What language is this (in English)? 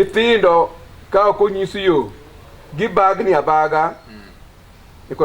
Luo (Kenya and Tanzania)